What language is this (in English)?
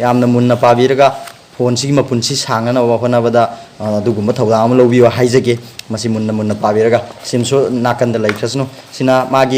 Manipuri